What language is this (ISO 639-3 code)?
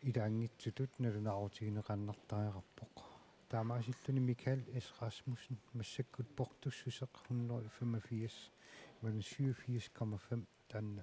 kal